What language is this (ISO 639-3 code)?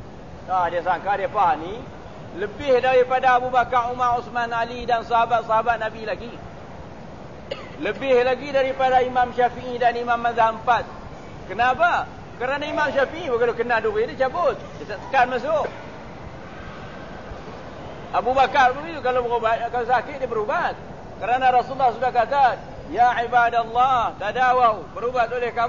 msa